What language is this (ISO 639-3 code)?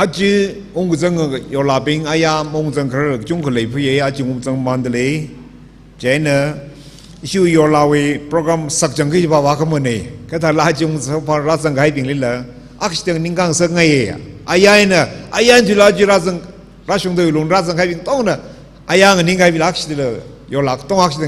nmf